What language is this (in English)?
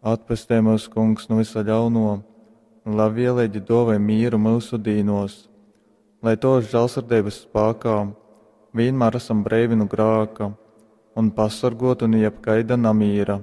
Latgalian